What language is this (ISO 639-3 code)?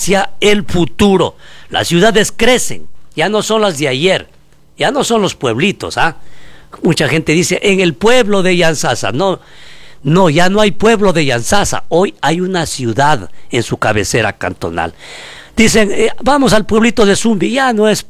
spa